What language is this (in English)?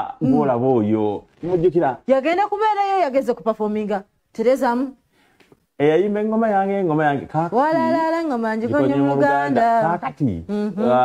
Ganda